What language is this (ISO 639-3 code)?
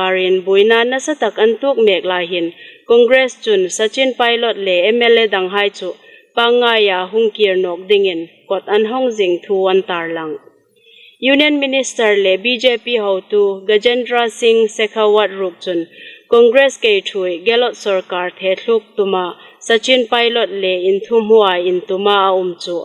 hmr